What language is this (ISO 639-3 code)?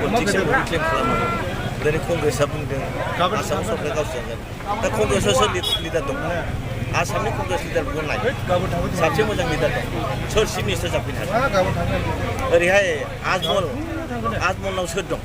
brx